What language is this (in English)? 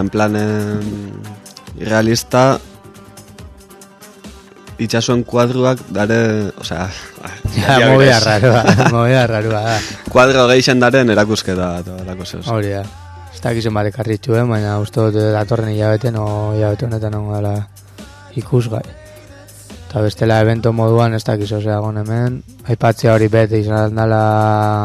Basque